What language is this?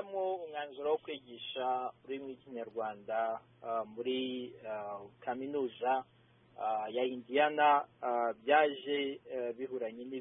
Kinyarwanda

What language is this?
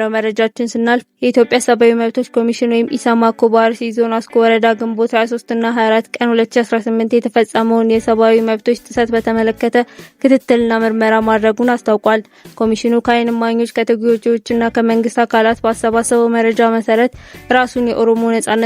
Amharic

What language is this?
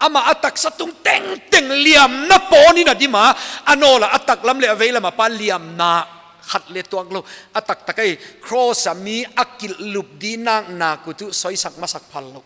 Paite Chin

